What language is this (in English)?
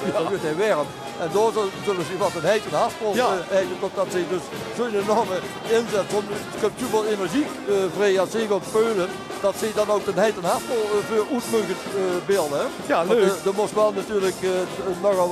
Limburgish